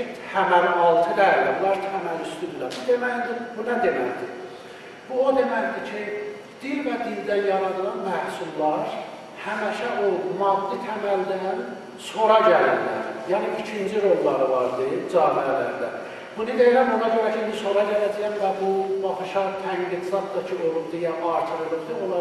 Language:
South Azerbaijani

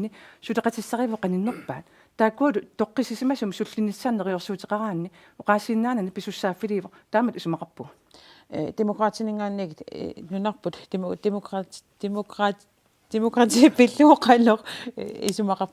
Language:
Kalaallisut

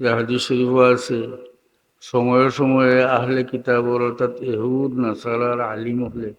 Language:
Sylheti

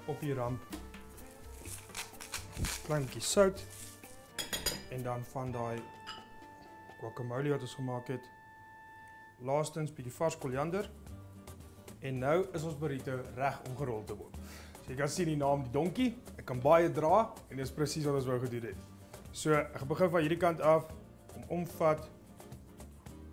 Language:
Afrikaans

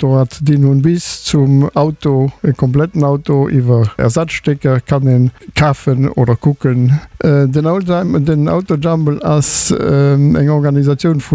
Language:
Luxembourgish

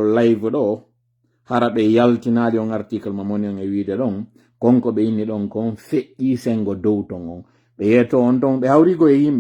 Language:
Pular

